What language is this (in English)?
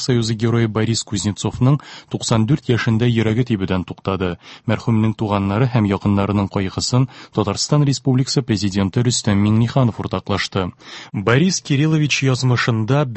Tatar